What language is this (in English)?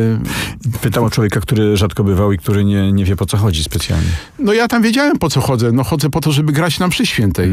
Polish